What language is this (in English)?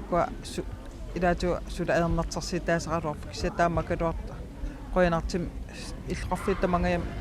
Kalaallisut